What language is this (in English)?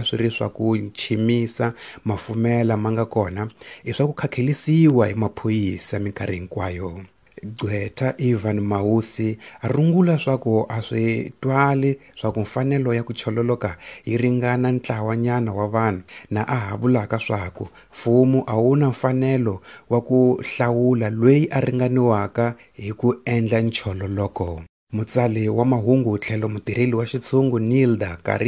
Tsonga